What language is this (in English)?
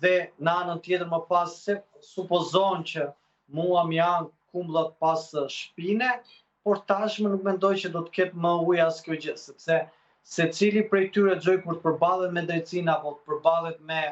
Albanian